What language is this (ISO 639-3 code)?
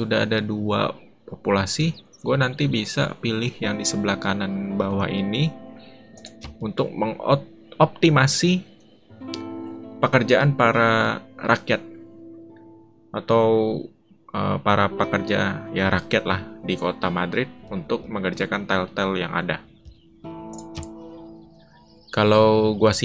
ind